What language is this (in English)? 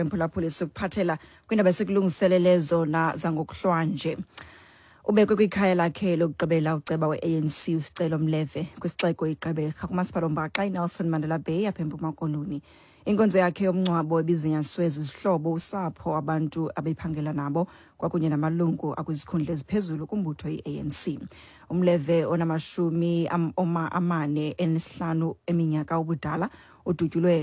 Xhosa